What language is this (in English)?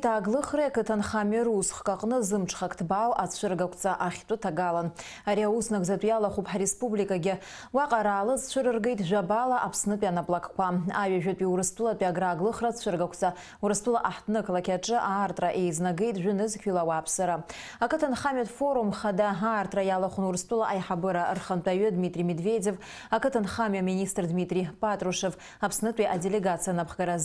Abkhazian